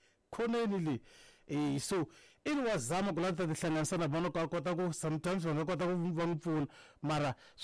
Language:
Tsonga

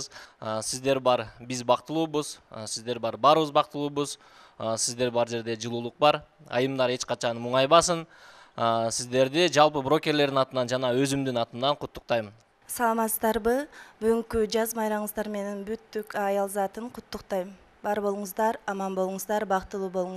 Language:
Kyrgyz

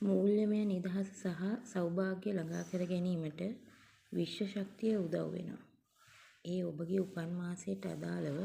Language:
Sinhala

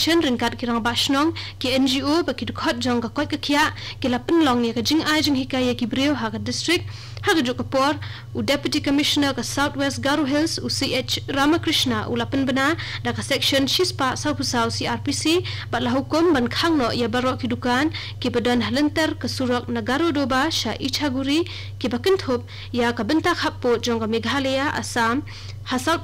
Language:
Khasi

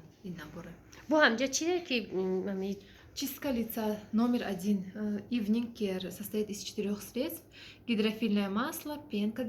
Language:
Tajik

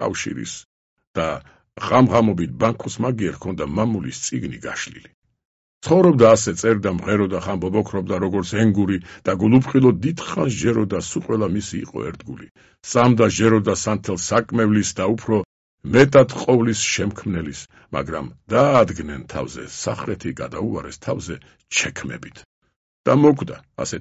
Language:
Georgian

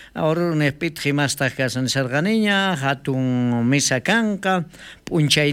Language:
South Bolivian Quechua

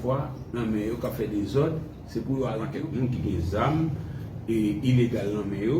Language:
Haitian Creole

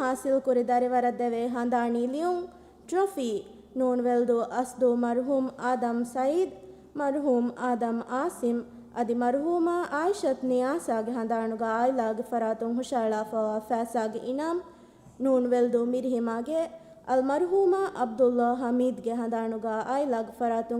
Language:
Divehi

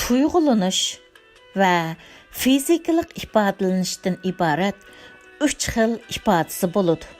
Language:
Uyghur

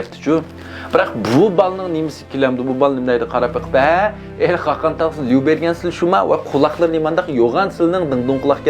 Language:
Uyghur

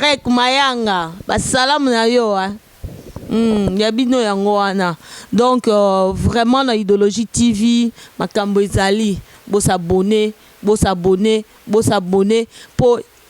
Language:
Lingala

